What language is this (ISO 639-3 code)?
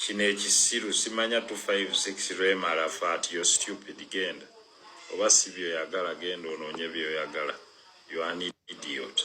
lug